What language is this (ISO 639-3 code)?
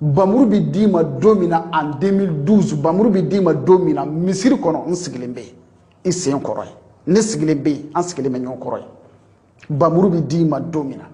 bam